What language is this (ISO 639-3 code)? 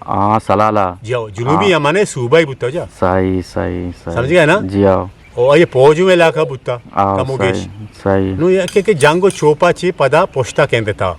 bgp